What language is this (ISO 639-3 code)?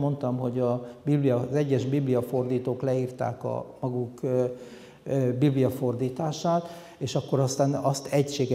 hun